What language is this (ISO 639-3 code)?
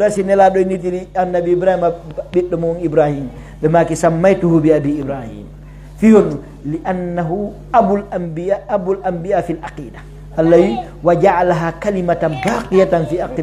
fuf